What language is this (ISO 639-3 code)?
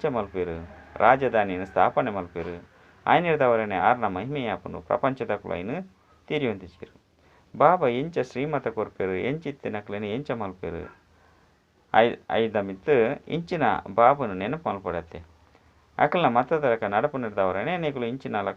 tcy